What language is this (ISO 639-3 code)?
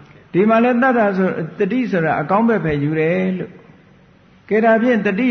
mya